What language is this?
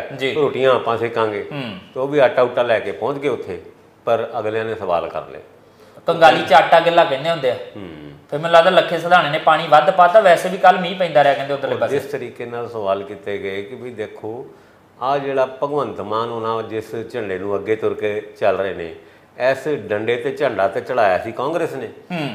Punjabi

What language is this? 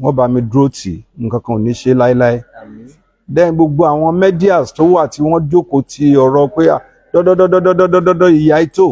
Yoruba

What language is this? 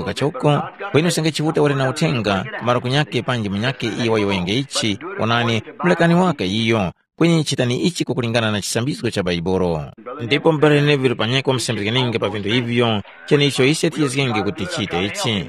Tumbuka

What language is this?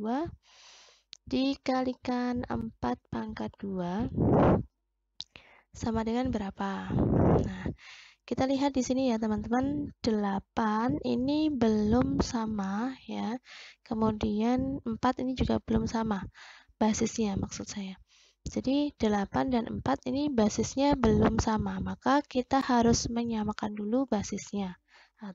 Indonesian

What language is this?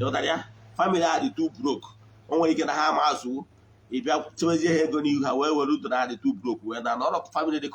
Igbo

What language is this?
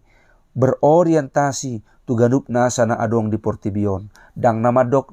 Batak Toba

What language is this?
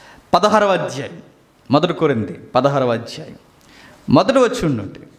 Telugu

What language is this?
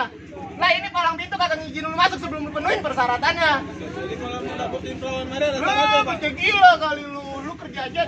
Betawi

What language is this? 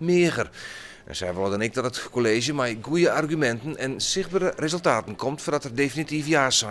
Western Frisian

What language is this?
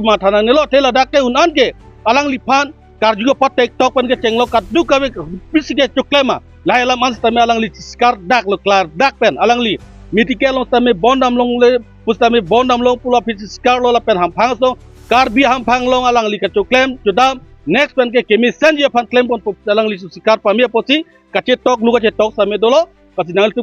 Karbi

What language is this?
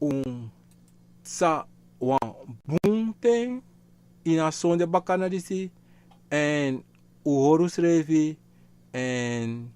Sranan Tongo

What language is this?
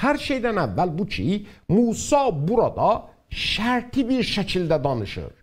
South Azerbaijani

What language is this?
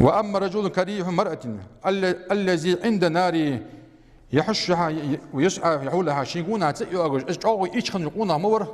Ingush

